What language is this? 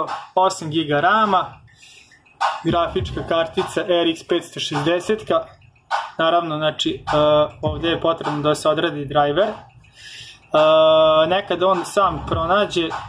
Serbian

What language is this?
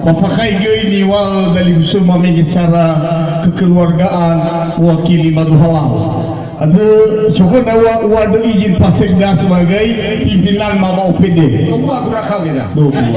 Nias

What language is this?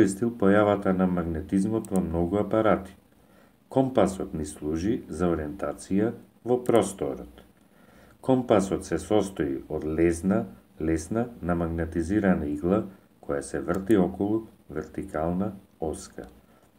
Macedonian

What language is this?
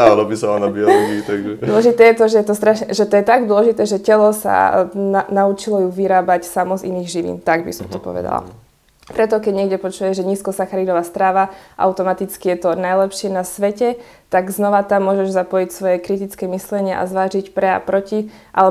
Slovak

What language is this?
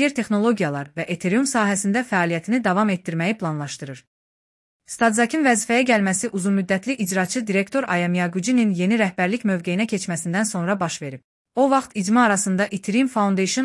Azerbaijani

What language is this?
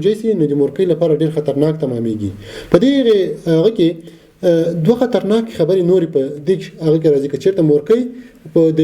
Pashto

